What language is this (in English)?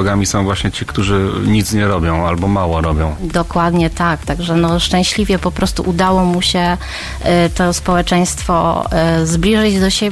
Polish